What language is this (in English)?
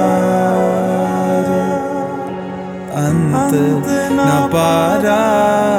Punjabi